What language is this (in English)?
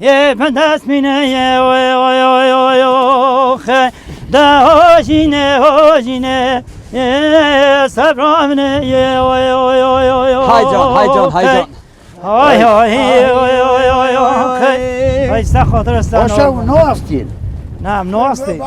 Kurdish